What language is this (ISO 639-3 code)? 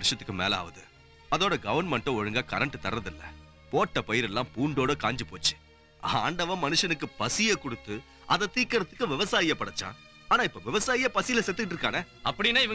tam